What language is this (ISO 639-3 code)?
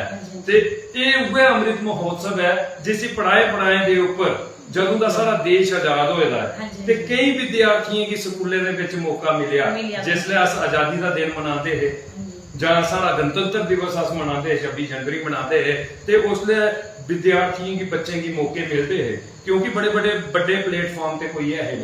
doi